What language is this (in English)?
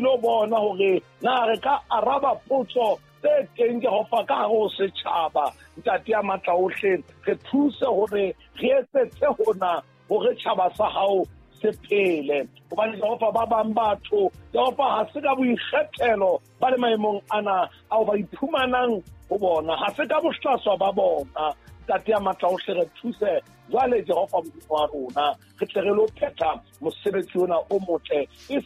Southern Sotho